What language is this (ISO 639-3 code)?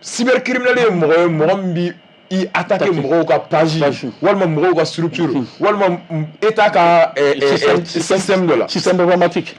bam